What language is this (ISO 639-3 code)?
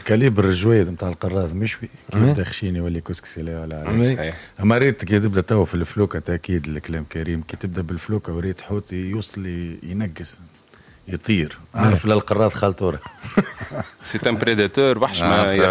aeb